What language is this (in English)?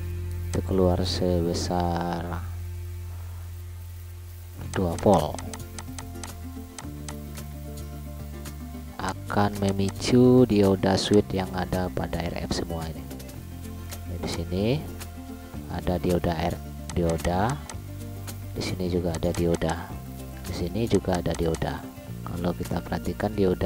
Indonesian